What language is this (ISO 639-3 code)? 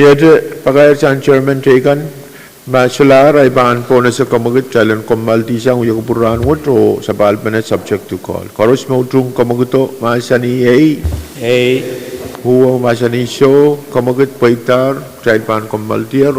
pon